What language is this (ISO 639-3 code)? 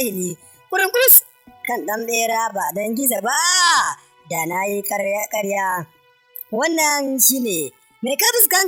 hau